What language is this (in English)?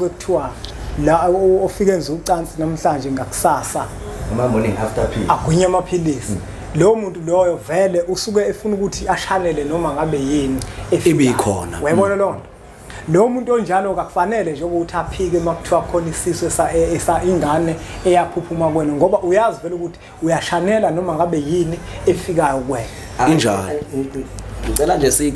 Zulu